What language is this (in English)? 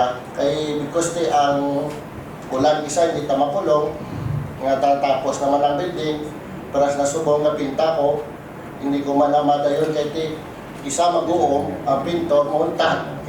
Hiligaynon